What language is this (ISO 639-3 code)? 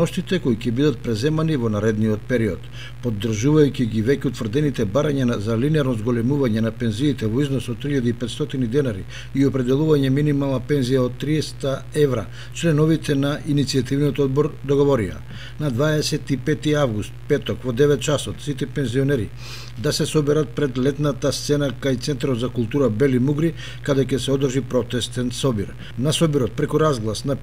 mkd